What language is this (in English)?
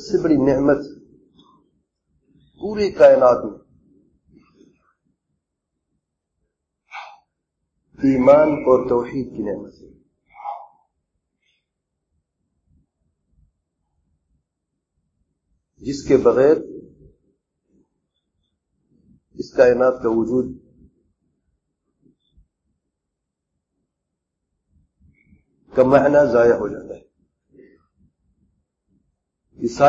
Urdu